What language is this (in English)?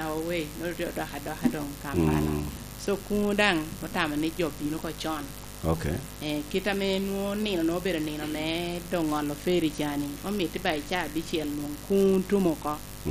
Lango (Uganda)